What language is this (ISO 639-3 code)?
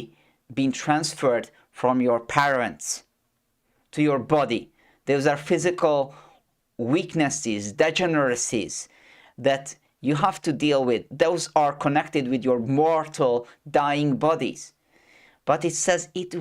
eng